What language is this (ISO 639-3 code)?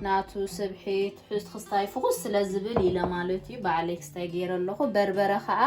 tir